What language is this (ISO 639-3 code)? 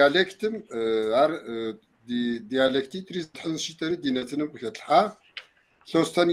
kbd